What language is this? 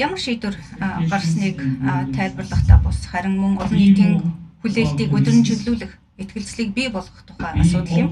Mongolian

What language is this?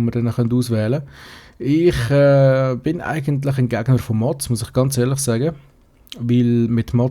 Swiss German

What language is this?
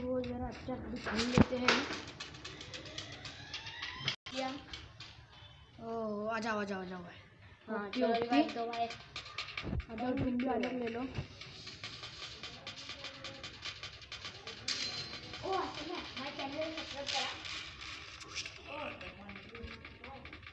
Hindi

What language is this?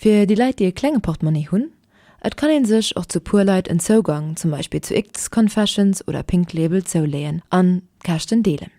Luxembourgish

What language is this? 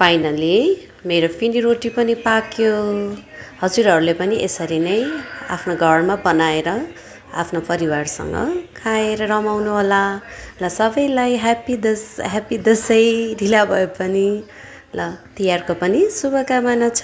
Nepali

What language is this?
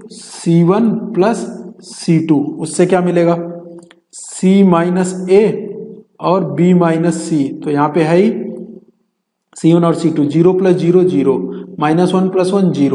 Hindi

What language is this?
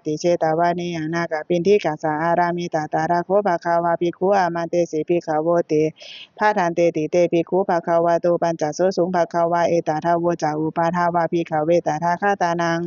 Pali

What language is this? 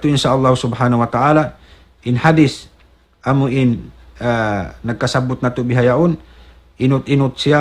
Tausug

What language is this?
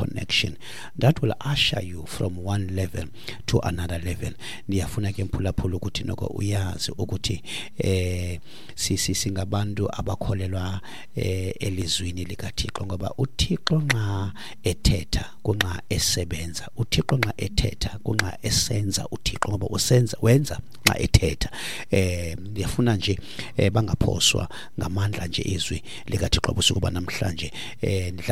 Xhosa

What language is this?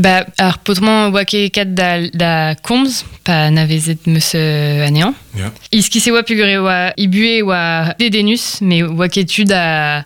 Breton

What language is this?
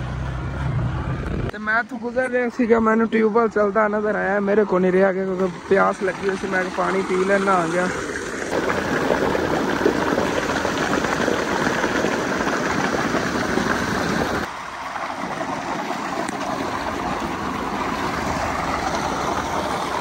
Punjabi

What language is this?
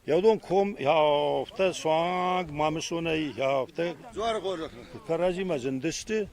Ossetic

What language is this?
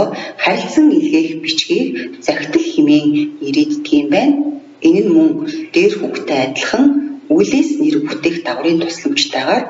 Mongolian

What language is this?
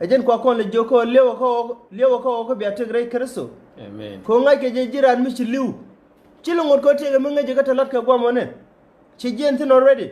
Nuer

